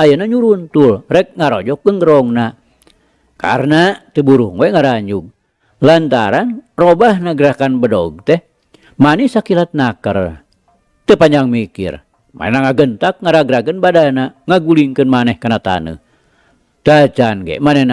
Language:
Sundanese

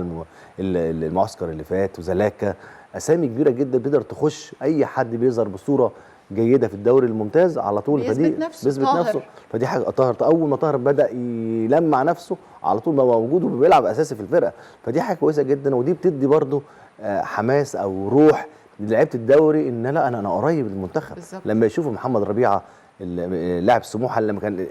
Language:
Egyptian Arabic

